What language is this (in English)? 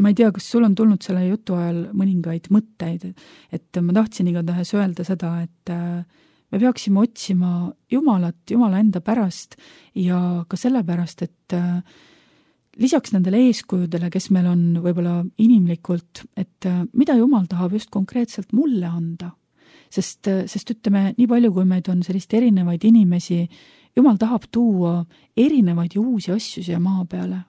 Estonian